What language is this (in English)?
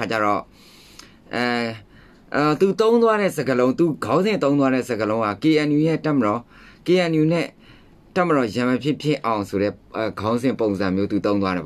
Burmese